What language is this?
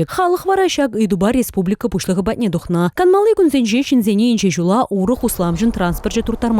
Chuvash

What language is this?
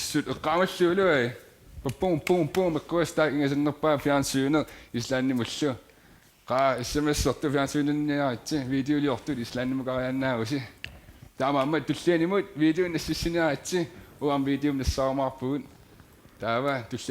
Kalaallisut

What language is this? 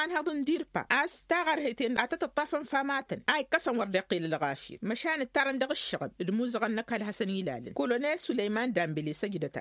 Tamasheq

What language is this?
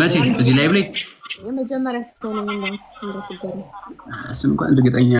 Amharic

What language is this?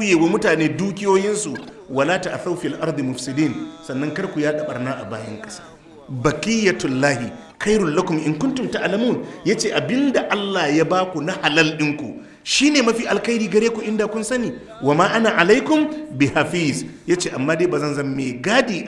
Hausa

